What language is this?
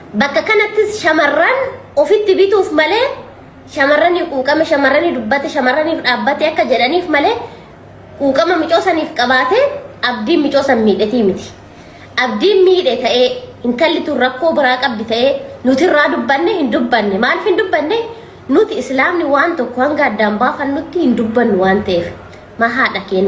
Oromo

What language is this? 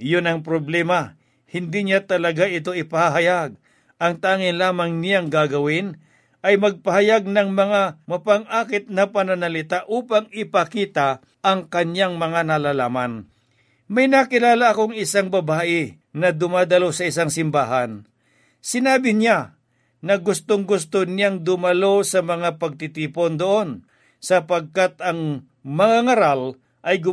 Filipino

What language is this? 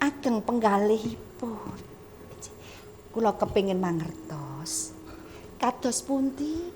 Javanese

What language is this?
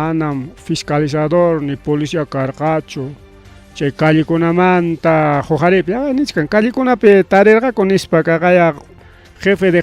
Ayacucho Quechua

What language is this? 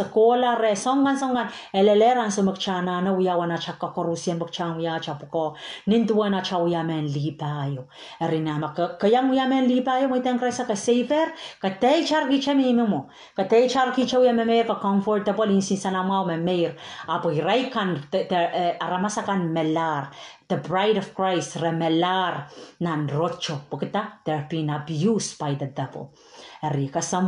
Pohnpeian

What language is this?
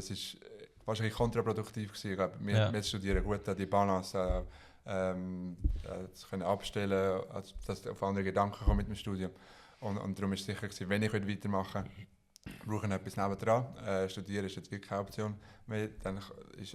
Swiss German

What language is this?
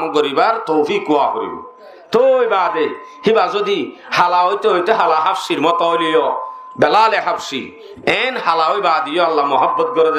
Rohingya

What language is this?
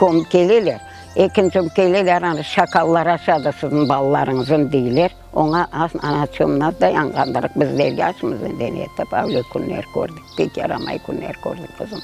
Crimean Tatar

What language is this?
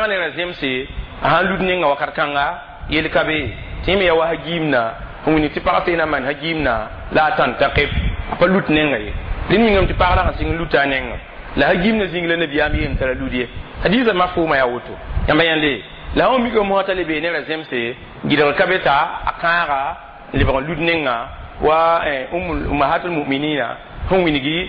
Mossi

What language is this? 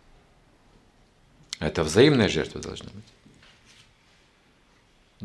Russian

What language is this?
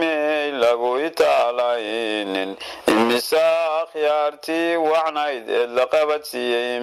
Somali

